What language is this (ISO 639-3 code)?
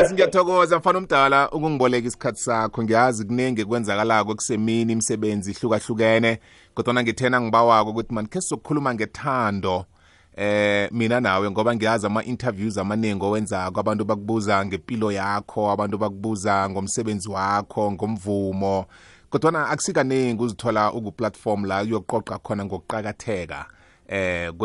nbl